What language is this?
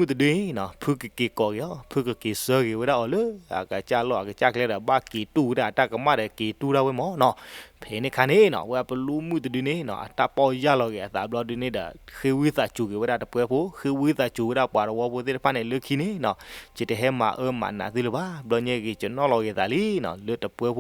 S'gaw Karen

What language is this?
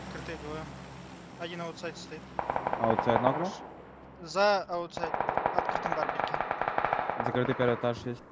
Yakut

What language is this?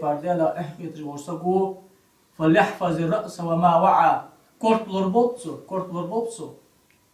Ingush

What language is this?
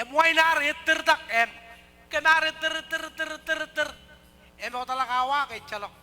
Marshallese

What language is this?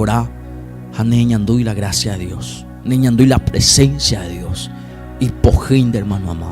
Guarani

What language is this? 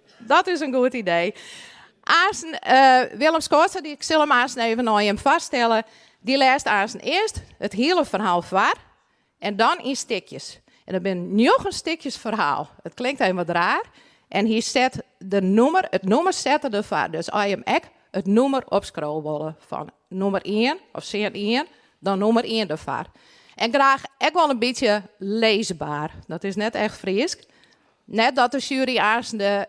Western Frisian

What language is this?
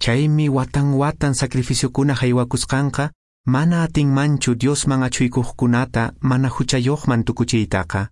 Quechua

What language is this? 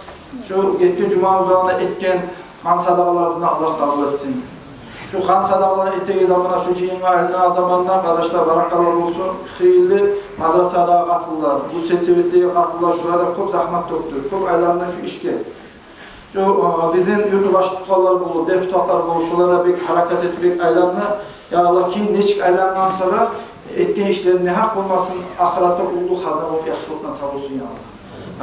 Kumyk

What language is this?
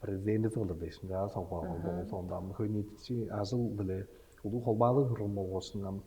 Tuvinian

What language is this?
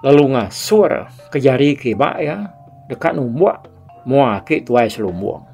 Iban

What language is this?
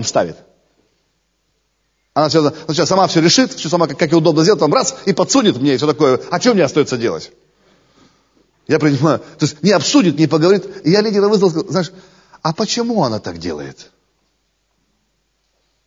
Russian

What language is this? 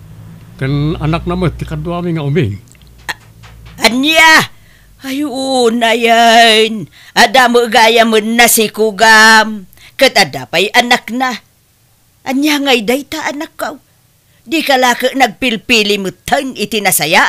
Iloko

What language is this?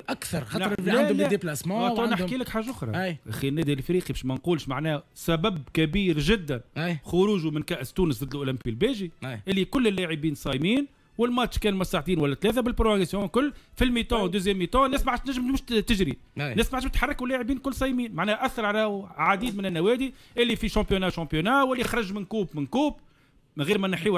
Tunisian Arabic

